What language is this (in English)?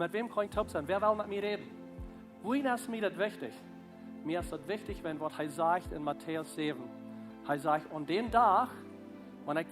Plautdietsch